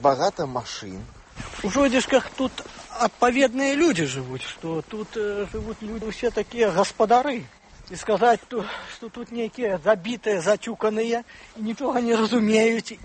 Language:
Belarusian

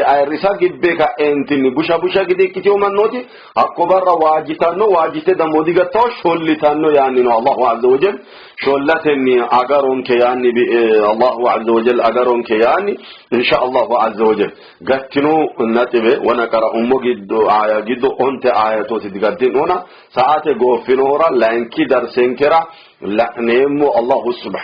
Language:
Sidamo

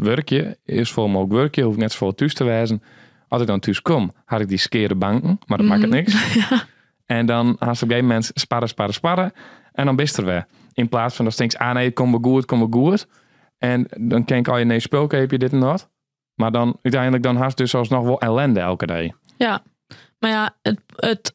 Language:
Western Frisian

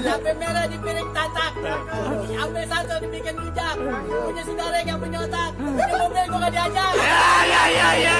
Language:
Betawi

